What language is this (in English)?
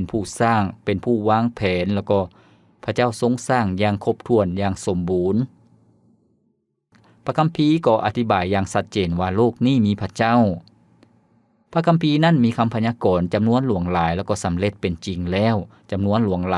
Lao